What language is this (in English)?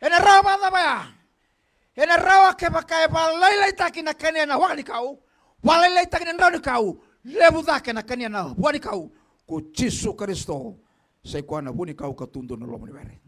Fijian